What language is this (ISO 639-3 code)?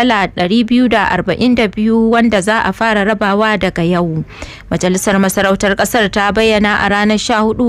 hau